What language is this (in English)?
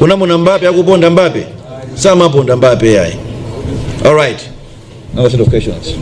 Nyanja